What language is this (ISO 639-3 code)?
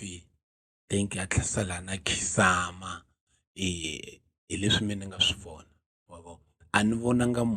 tso